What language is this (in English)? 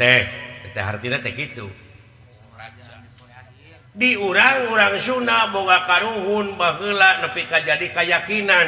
Sundanese